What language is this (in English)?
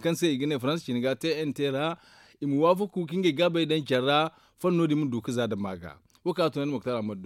Zarma